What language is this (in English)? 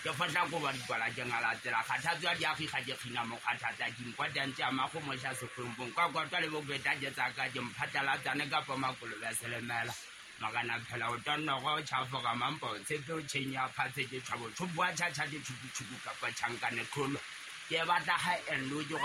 Southern Sotho